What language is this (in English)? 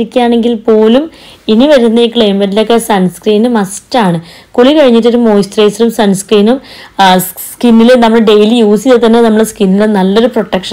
Malayalam